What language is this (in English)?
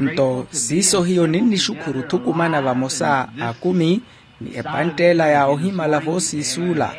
Makhuwa